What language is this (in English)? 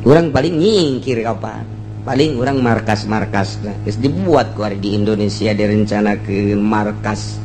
Sundanese